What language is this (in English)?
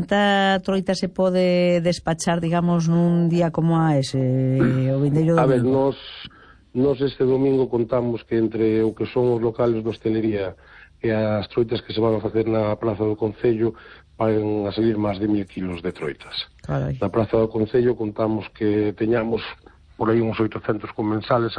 Galician